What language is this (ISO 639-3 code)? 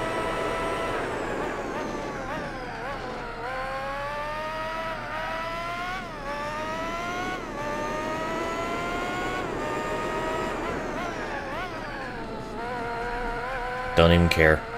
eng